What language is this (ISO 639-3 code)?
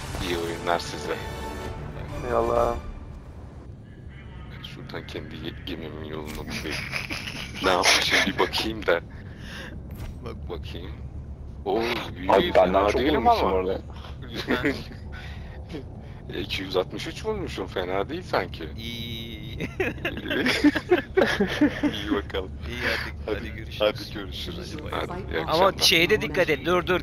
tur